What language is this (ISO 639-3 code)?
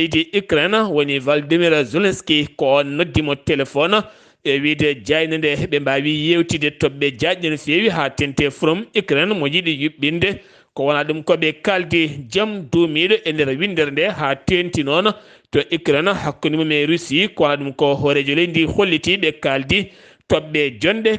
ful